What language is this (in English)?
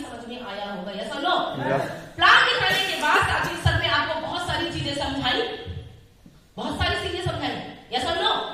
Hindi